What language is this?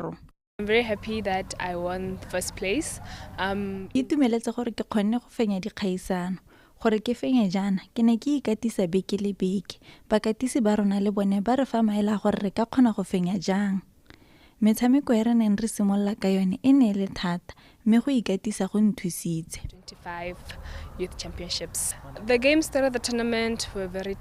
Tswana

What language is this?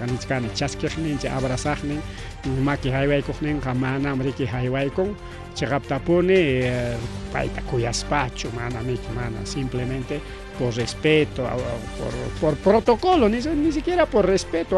Ayacucho Quechua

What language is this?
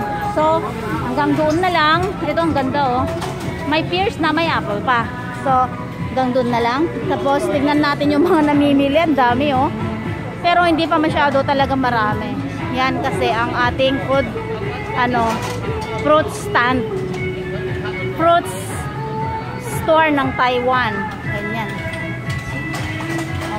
Filipino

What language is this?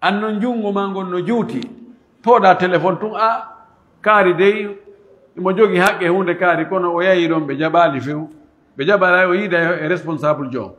Pular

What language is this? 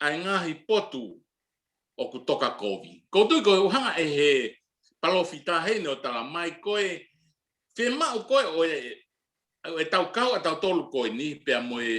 Tongan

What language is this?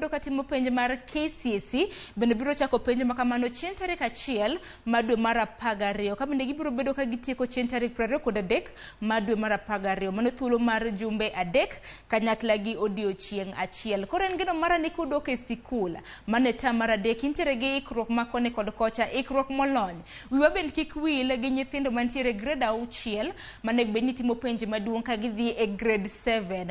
Luo (Kenya and Tanzania)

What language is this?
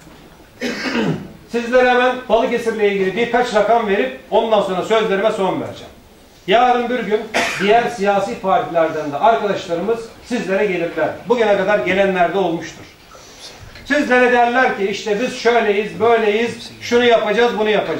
Turkish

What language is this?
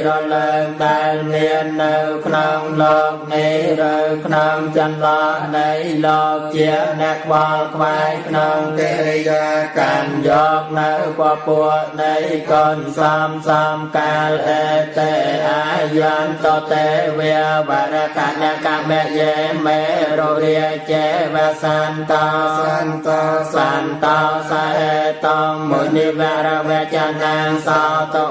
Khmer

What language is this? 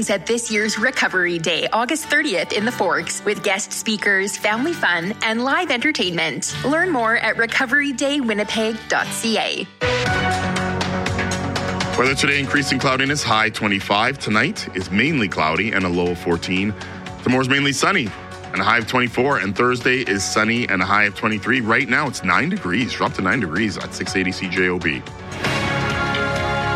English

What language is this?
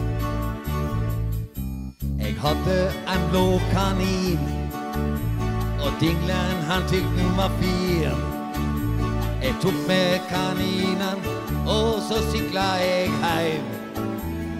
Norwegian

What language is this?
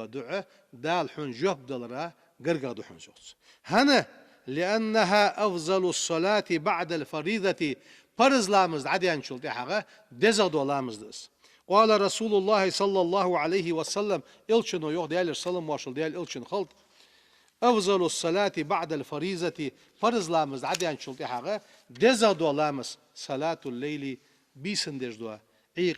Ingush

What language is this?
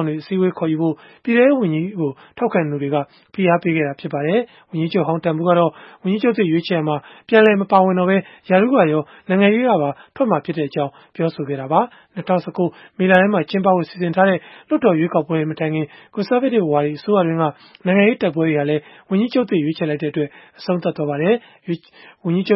Burmese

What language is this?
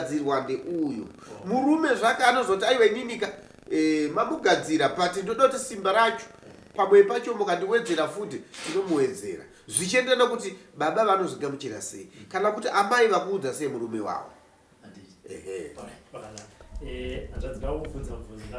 Shona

